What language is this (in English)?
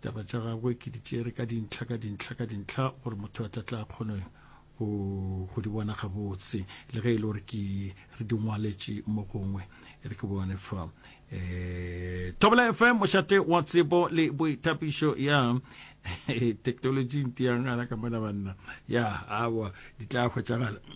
Northern Sotho